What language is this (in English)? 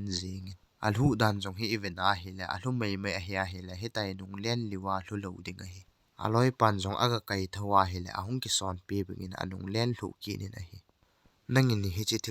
Thado Chin